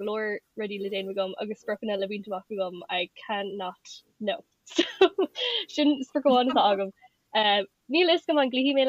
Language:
Irish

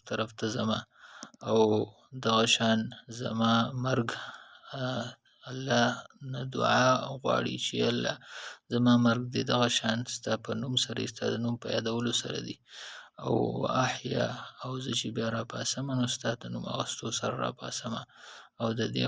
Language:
Pashto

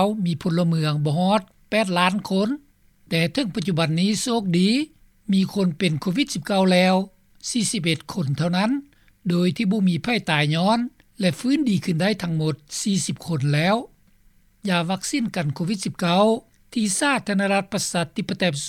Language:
Lao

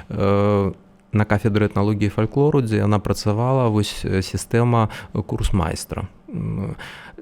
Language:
Belarusian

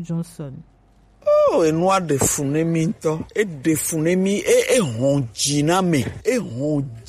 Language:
Gen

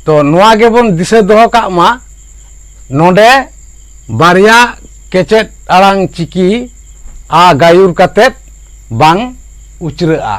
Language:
Santali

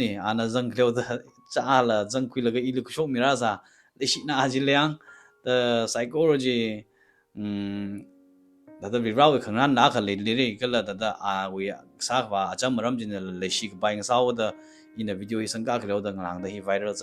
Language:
Tangkhul Naga (India)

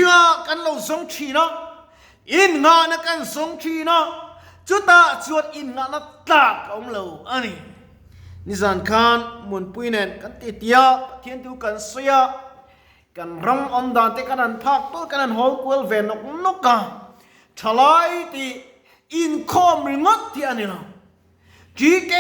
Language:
Mizo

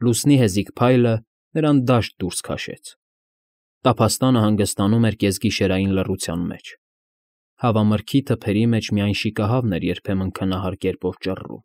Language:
Armenian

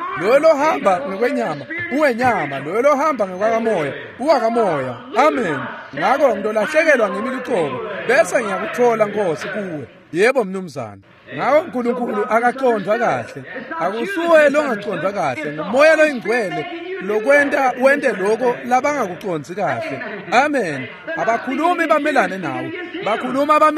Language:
Swati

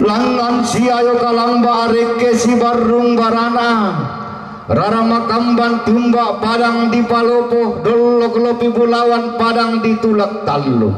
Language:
Toraja-Sa'dan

